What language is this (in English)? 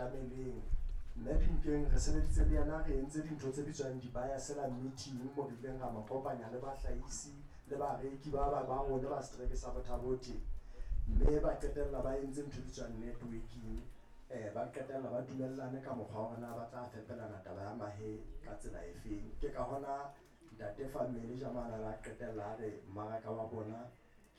Southern Sotho